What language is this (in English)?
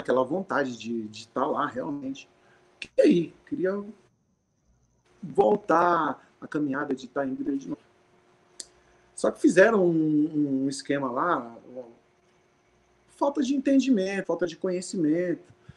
Portuguese